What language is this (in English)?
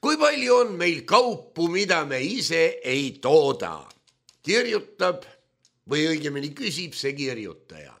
Estonian